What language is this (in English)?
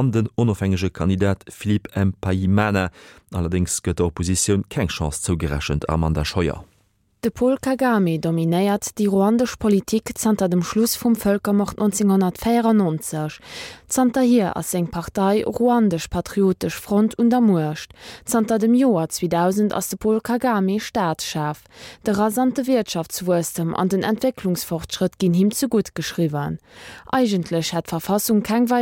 Luxembourgish